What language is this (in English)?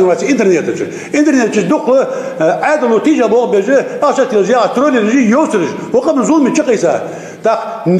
Ingush